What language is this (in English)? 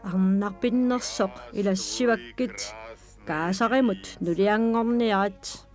Kalaallisut